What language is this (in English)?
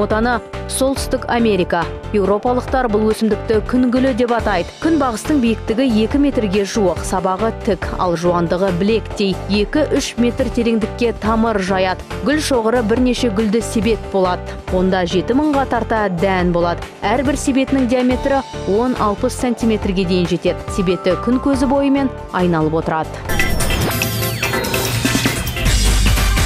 Kazakh